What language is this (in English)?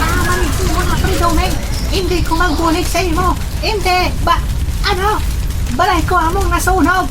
Hiligaynon